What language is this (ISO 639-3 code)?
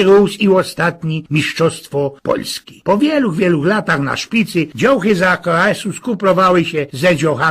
szl